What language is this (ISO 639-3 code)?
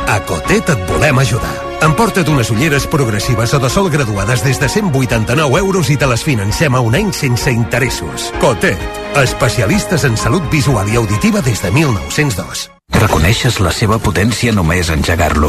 cat